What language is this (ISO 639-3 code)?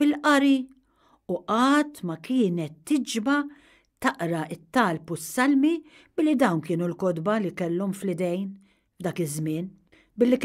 mlt